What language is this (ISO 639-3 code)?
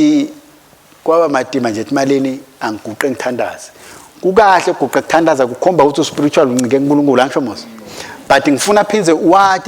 ssw